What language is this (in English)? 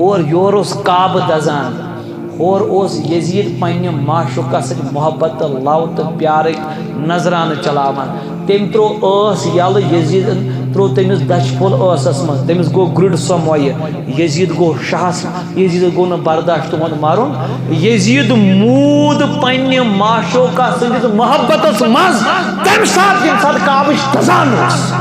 Kashmiri